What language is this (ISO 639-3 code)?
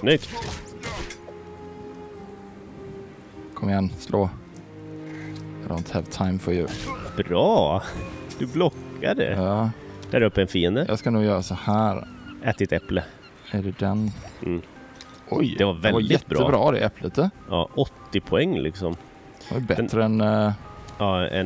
swe